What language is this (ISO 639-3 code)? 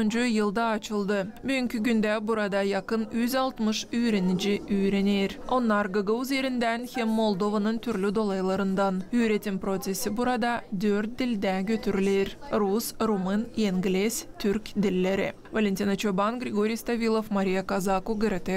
gag